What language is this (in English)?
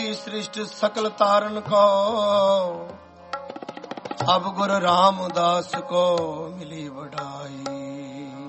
Punjabi